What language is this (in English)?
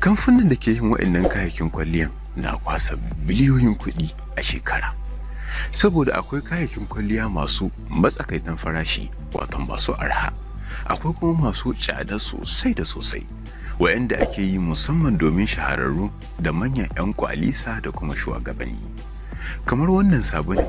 Hausa